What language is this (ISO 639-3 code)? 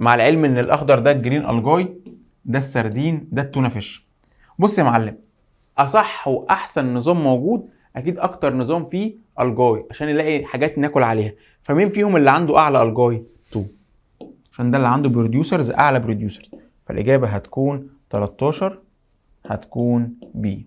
arz